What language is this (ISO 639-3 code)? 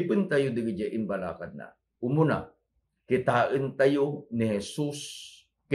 ilo